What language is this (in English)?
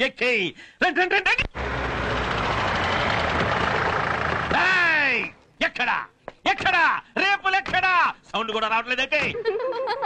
Telugu